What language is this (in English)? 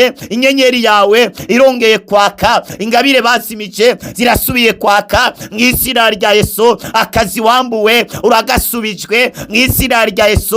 Rundi